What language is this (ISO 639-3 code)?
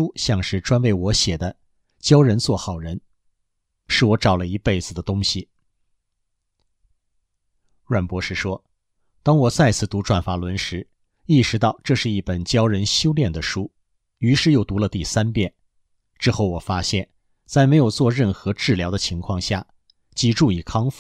zho